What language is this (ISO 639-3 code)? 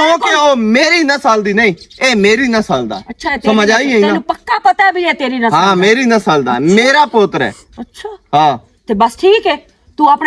lah